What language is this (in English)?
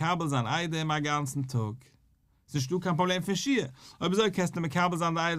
Yiddish